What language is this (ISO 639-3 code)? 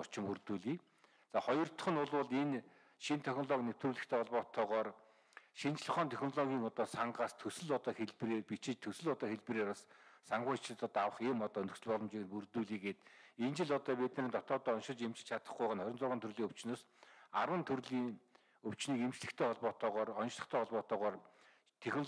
mon